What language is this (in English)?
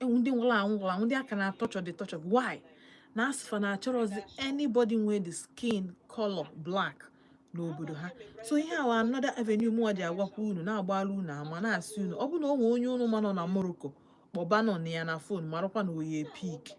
Igbo